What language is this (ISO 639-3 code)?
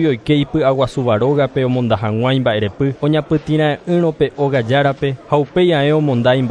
grn